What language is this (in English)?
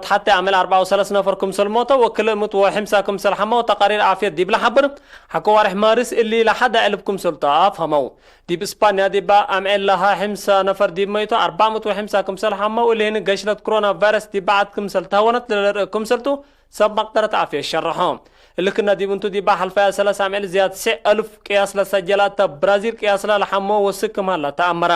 Tigre